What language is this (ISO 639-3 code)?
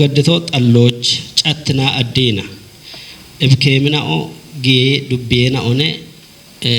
kbr